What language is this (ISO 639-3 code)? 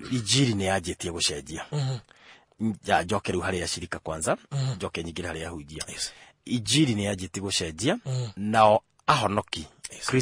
kik